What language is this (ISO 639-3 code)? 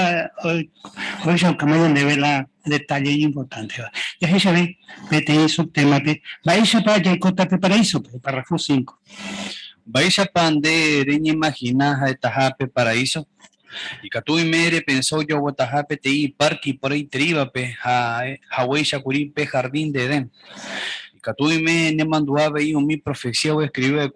grn